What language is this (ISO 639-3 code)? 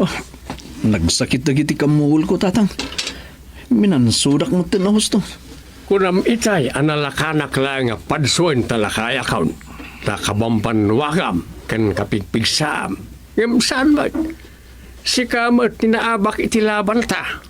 ilo